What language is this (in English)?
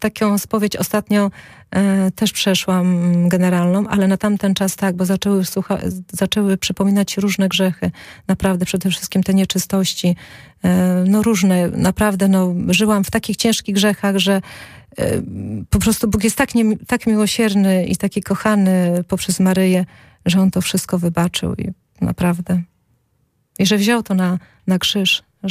Polish